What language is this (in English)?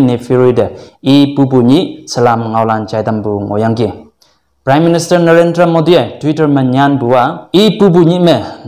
Konyak Naga